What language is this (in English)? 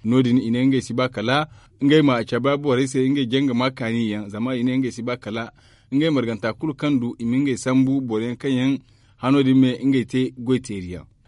Zarma